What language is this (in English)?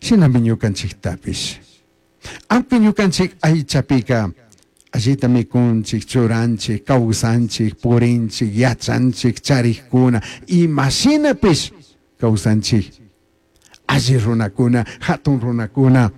Chimborazo Highland Quichua